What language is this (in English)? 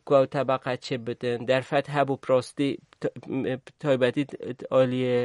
Kurdish